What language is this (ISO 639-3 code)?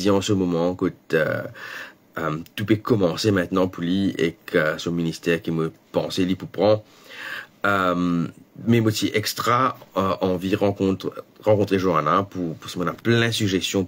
mfe